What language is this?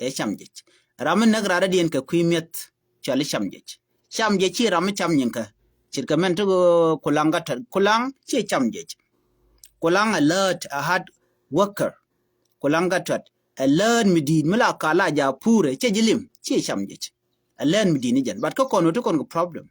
Nuer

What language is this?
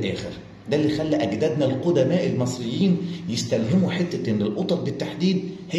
Egyptian Arabic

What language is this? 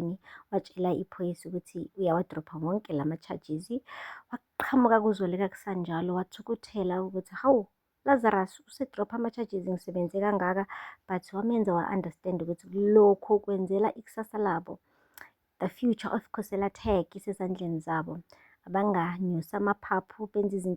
Zulu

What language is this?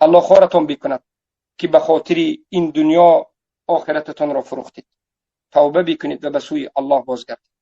Tajik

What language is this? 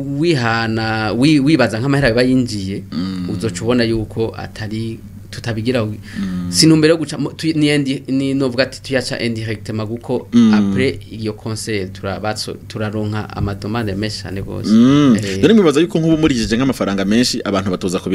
Rundi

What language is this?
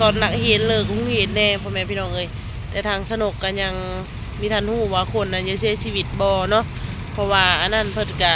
Lao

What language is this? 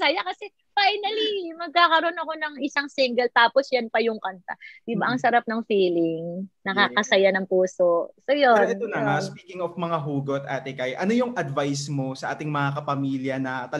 Filipino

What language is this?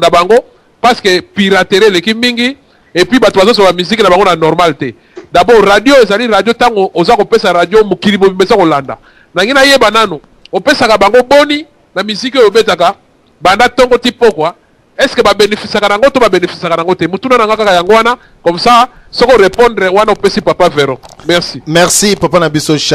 Lingala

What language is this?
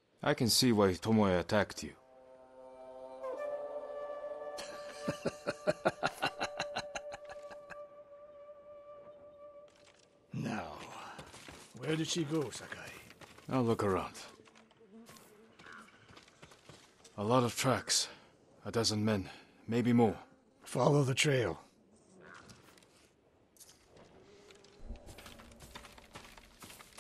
English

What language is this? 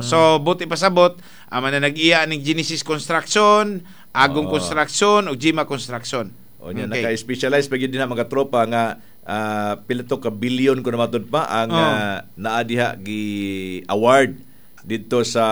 Cebuano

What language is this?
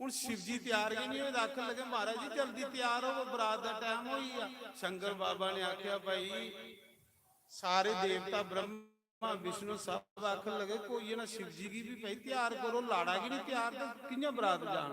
Dogri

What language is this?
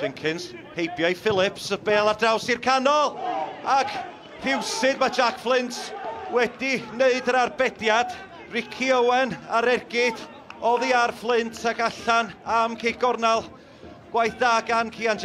Welsh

